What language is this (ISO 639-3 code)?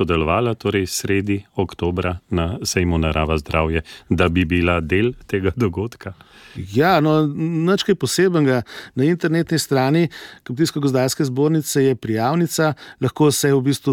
slv